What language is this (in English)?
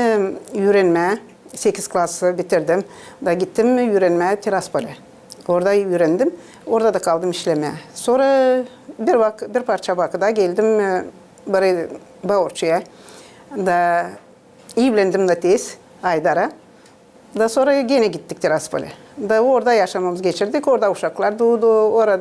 Gagauz